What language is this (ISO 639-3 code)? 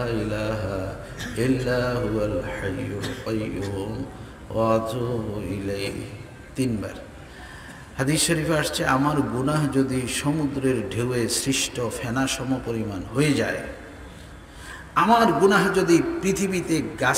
ben